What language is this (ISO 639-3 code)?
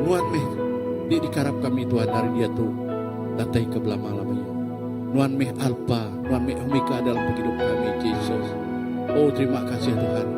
iba